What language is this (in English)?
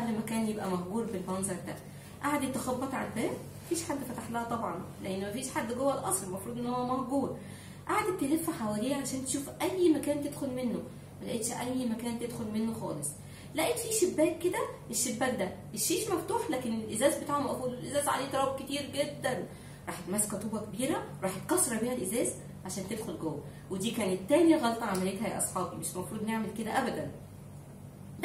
Egyptian Arabic